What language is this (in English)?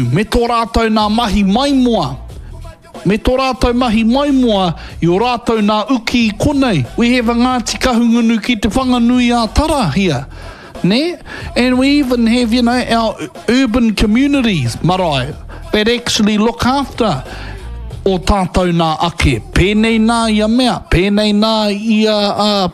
Māori